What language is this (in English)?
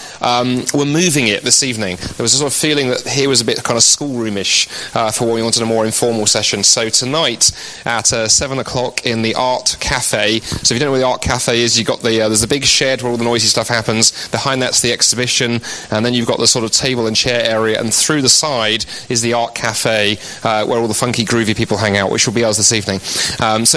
English